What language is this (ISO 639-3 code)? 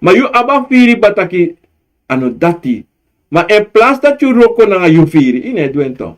srn